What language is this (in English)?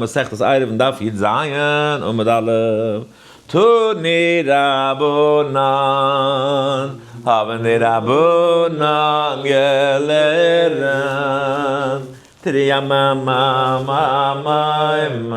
Yiddish